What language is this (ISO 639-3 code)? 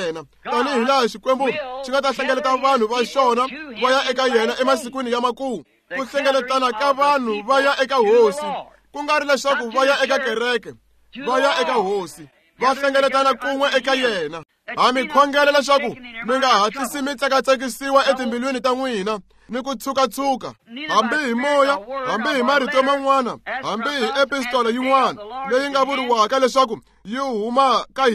tso